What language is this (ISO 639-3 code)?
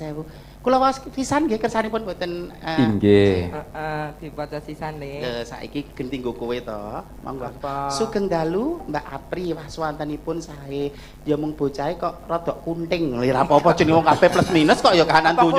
jav